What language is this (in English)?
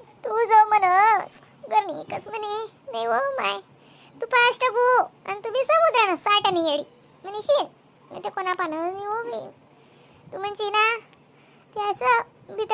Khandesi